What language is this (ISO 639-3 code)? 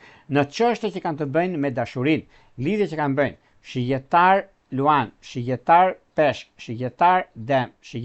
sqi